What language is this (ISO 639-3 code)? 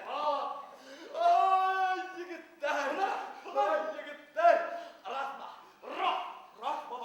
bak